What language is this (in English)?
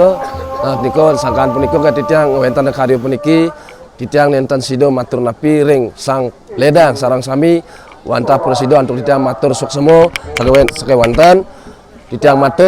Balinese